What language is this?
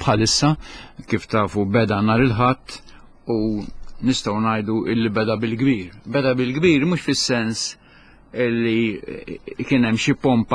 Maltese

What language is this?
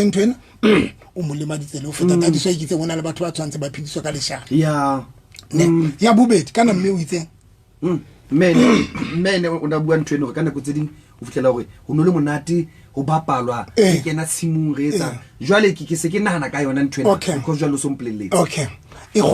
Southern Sotho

